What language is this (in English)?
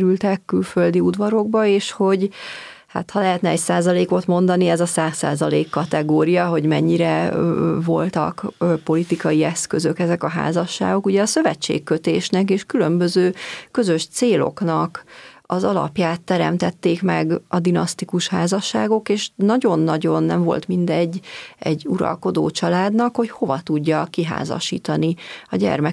Hungarian